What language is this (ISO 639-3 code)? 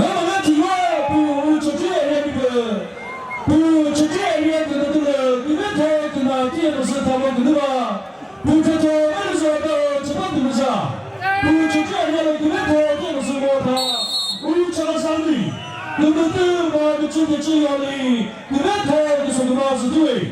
nri